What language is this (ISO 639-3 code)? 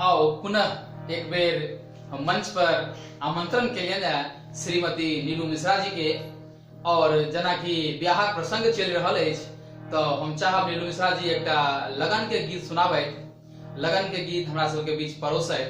mai